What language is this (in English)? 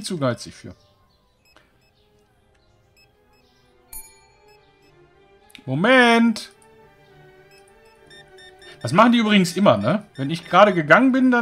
German